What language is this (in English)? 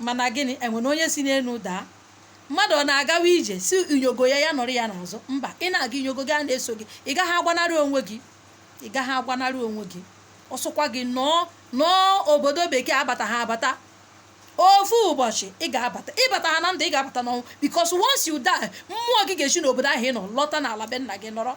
Igbo